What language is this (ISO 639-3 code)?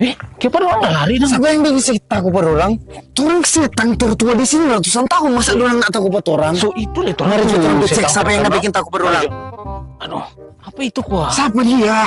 xmm